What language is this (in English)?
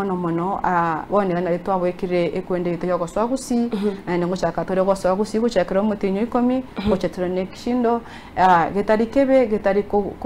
Gusii